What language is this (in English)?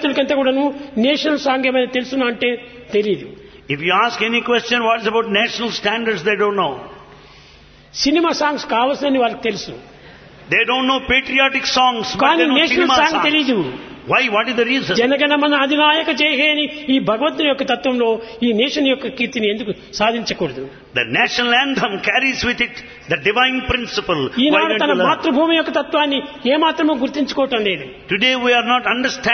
Telugu